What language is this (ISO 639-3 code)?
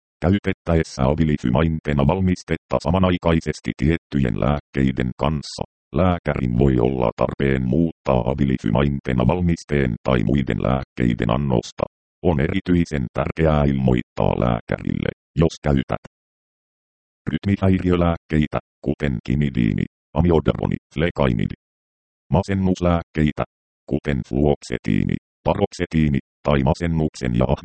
fin